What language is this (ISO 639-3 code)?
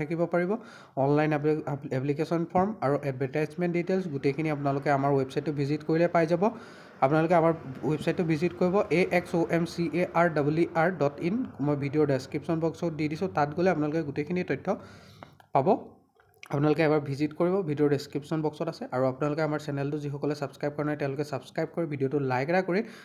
asm